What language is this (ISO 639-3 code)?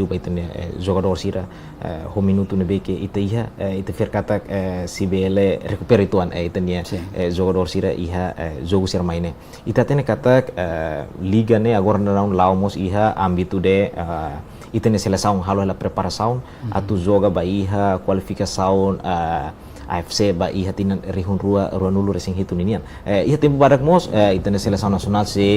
tet